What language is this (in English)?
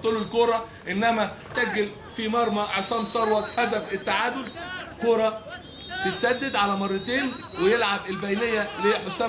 Egyptian Arabic